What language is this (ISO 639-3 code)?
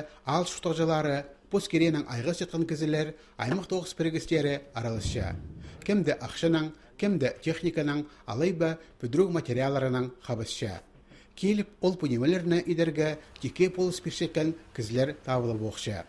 kjh